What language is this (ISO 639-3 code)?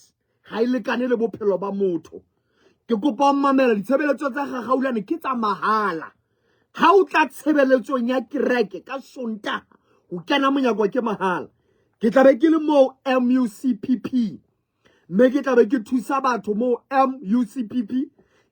sot